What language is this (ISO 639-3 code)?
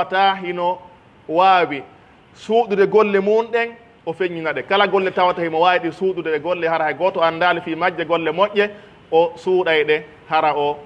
fuf